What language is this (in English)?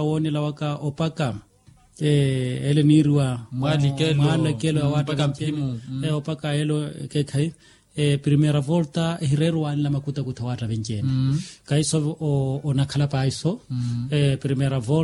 Makhuwa